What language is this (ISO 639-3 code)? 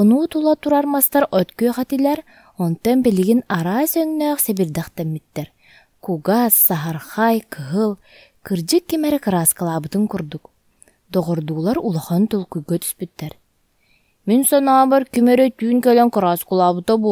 sah